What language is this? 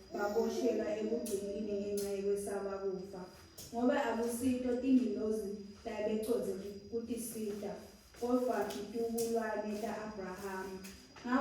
Swati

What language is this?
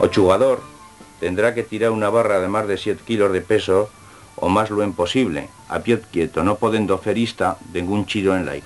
Aragonese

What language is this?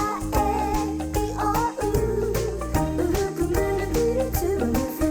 Māori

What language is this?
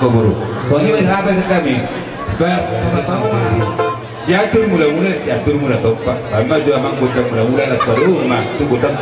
Batak Toba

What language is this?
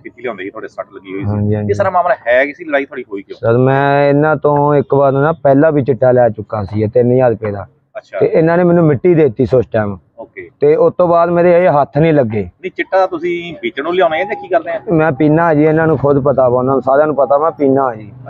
Punjabi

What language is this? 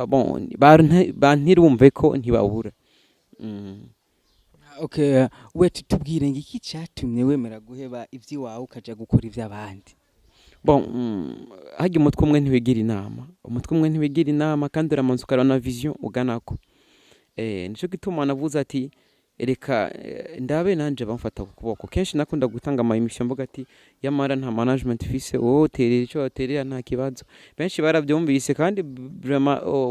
Rundi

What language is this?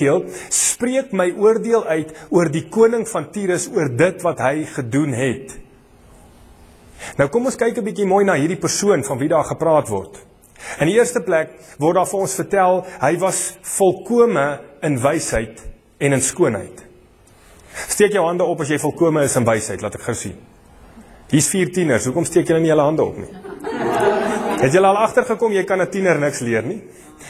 Afrikaans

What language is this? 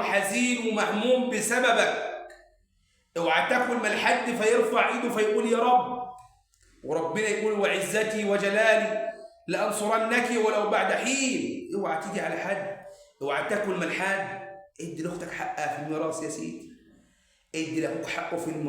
Egyptian Arabic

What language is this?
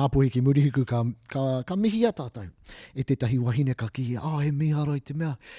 Māori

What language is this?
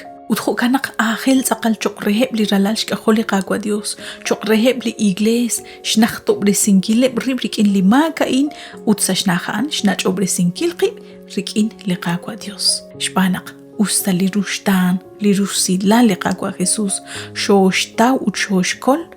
Kekchí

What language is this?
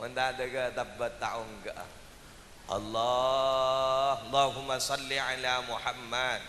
Madurese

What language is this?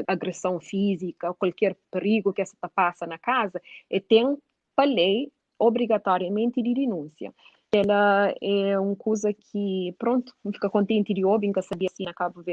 Kabuverdianu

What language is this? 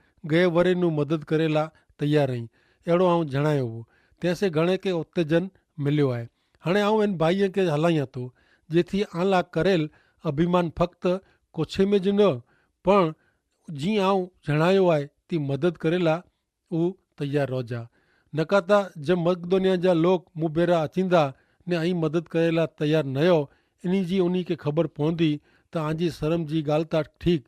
Kachhi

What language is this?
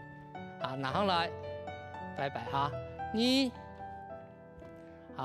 Hakka Chinese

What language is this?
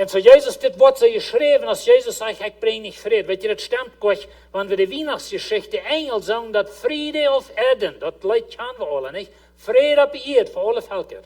Plautdietsch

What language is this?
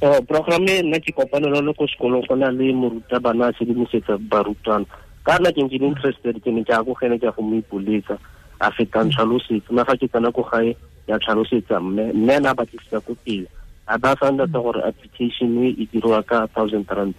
Tswana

